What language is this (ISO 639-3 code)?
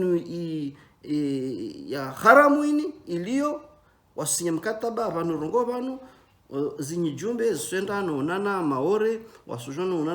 zdj